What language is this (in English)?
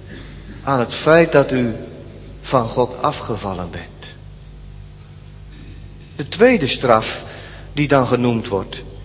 Dutch